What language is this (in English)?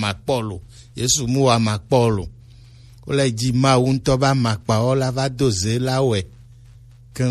Gen